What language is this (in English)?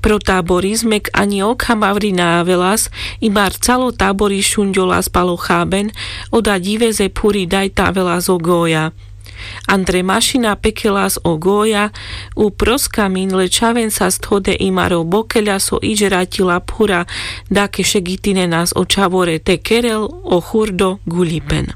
Carpathian Romani